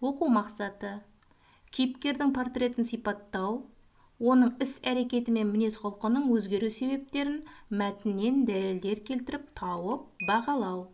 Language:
Kazakh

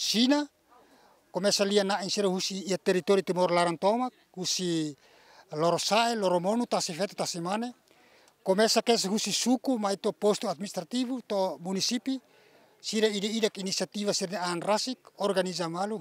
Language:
Tetum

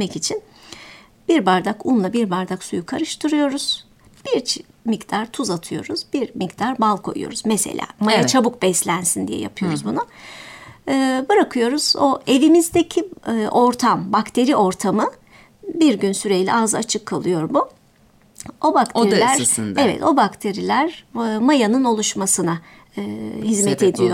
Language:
Turkish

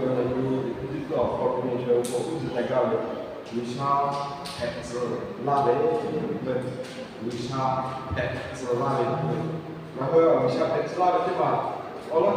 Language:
Lahu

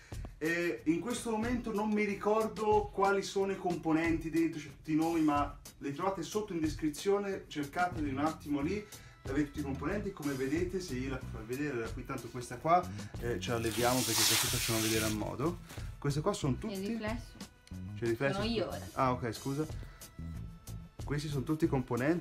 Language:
Italian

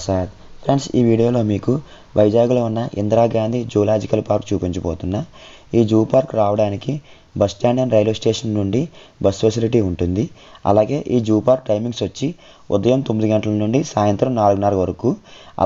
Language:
Telugu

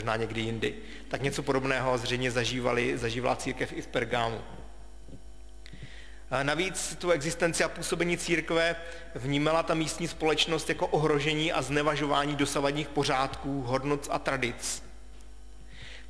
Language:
Czech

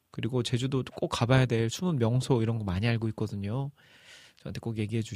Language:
Korean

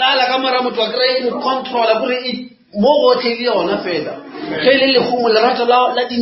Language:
Northern Sotho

